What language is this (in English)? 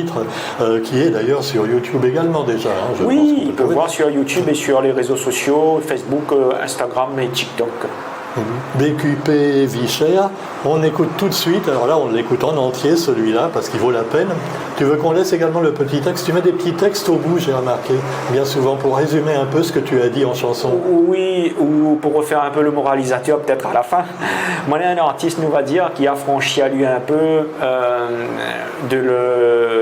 Réunion Creole French